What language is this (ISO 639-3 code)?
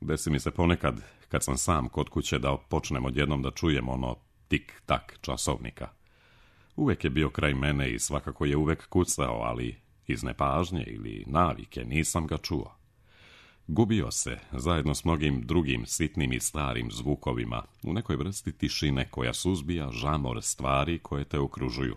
srp